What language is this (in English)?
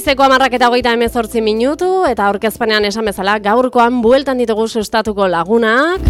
Basque